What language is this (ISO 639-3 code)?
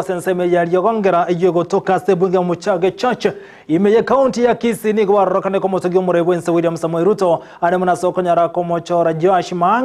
guz